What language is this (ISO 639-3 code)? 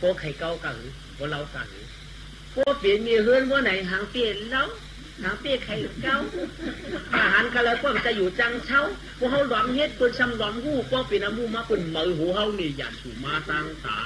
shn